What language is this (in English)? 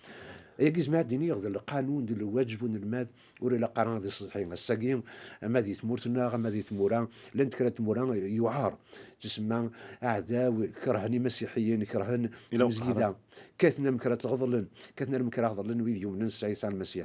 Kabyle